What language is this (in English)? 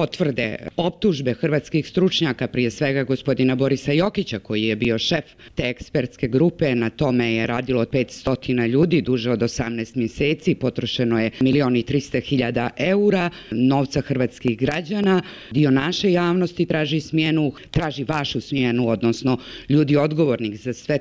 Bosnian